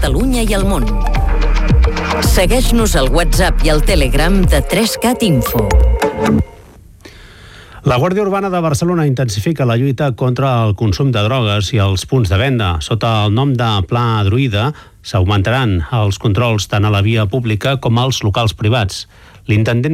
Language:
Catalan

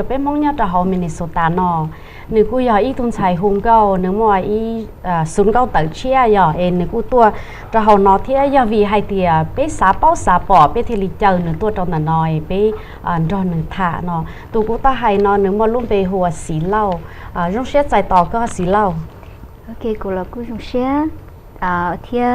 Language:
Hmong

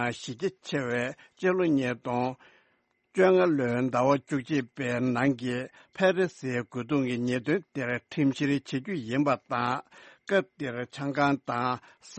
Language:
Tibetan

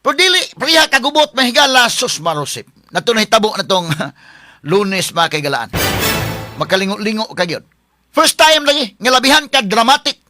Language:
Cebuano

